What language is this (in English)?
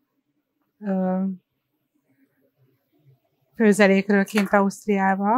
Hungarian